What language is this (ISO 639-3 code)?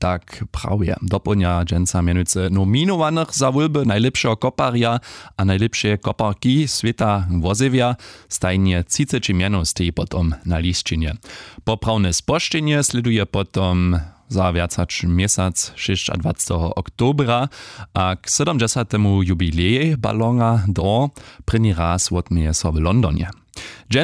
hsb